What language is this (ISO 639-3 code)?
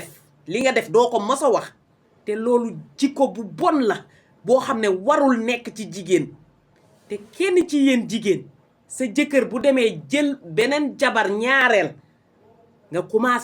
wol